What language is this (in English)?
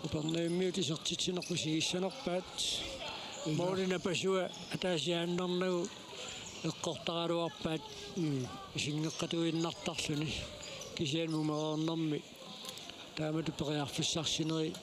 Kalaallisut